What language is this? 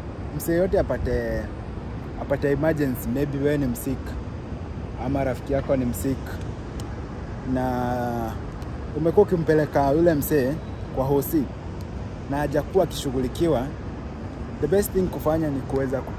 Swahili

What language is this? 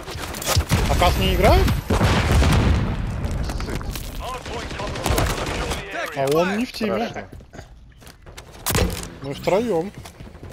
Russian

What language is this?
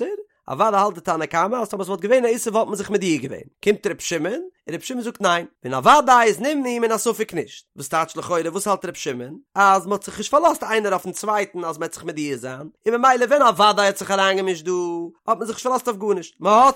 Yiddish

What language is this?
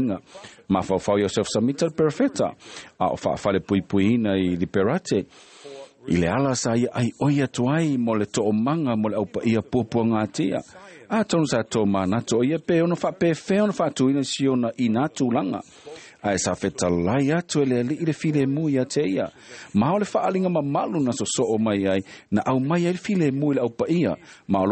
Samoan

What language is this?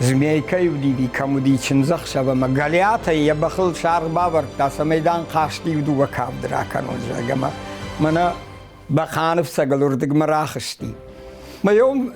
Ossetic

